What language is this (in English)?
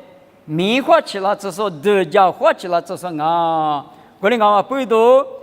Lisu